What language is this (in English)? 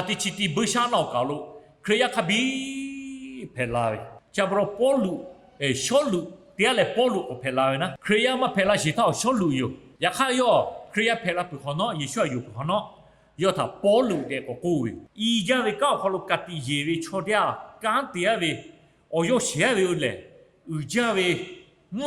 Lahu